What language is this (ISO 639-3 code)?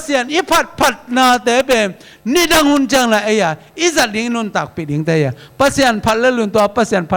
ctd